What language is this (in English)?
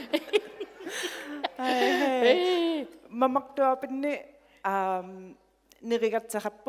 Inuktitut